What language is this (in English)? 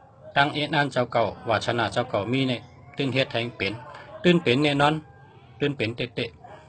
Shan